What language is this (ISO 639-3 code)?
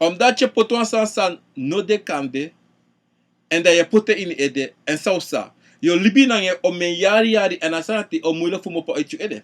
srn